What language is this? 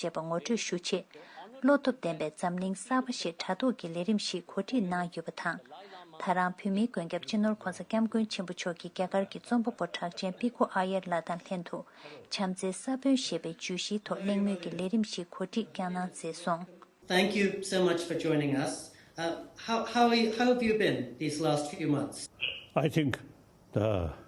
Tibetan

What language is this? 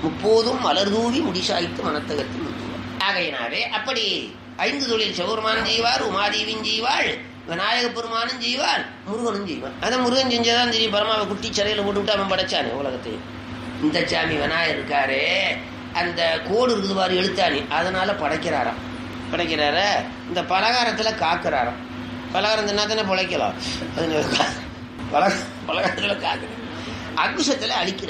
Tamil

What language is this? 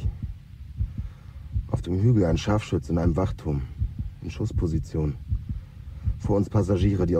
German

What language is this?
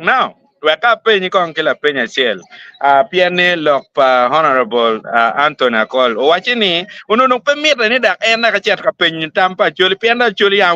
Acoli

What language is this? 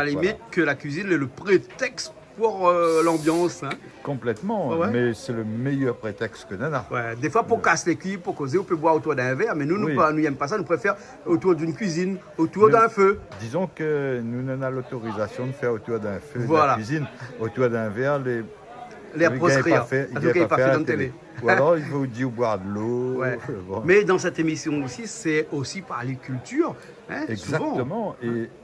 Réunion Creole French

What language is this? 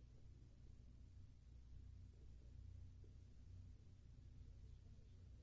Greek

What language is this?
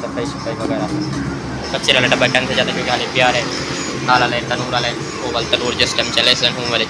Saraiki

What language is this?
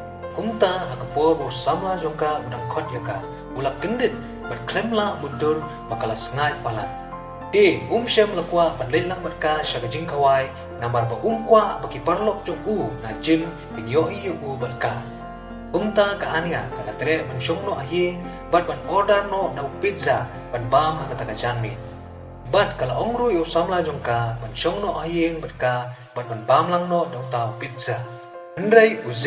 Khasi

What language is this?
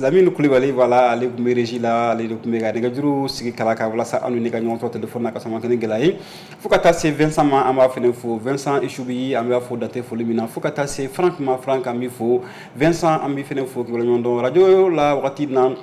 Bambara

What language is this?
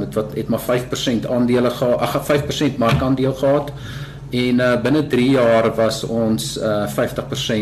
Afrikaans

